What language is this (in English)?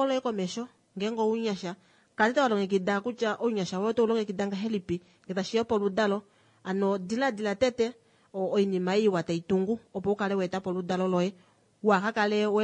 Kuanyama